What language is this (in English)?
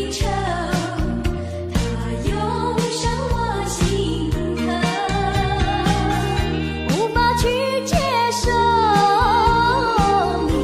Chinese